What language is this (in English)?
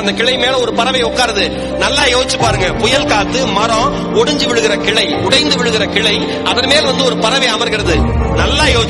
Tamil